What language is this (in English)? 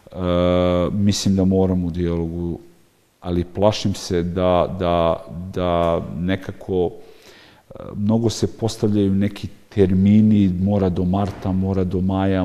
Serbian